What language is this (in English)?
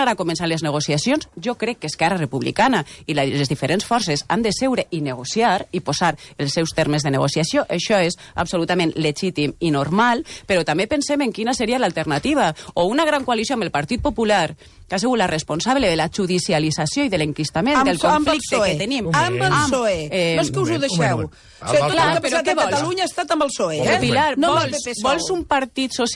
Catalan